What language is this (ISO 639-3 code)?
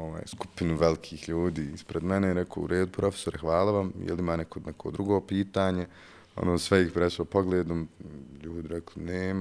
bos